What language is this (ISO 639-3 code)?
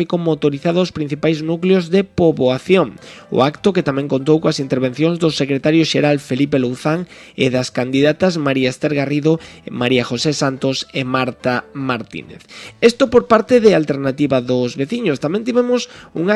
glg